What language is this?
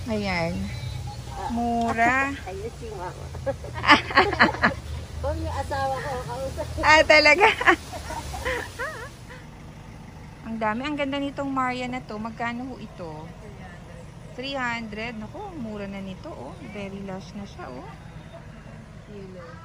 Filipino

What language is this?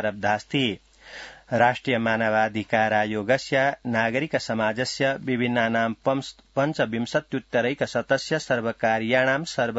Sanskrit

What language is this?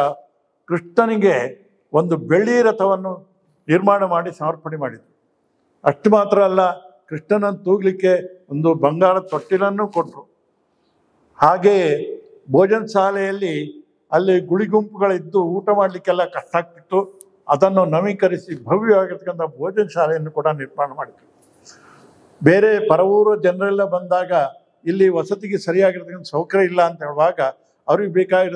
Kannada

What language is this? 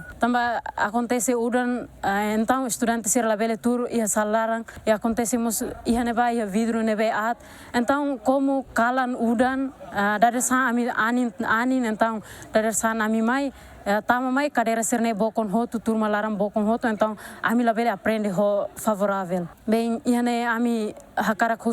Tetum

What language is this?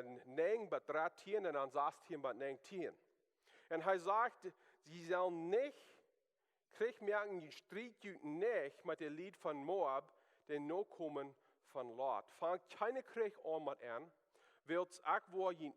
Plautdietsch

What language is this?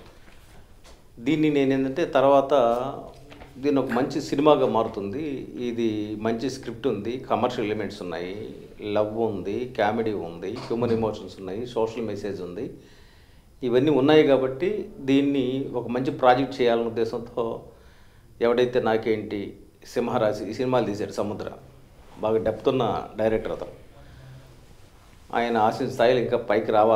Telugu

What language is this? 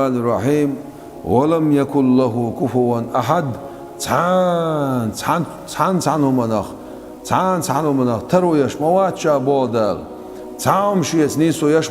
Chechen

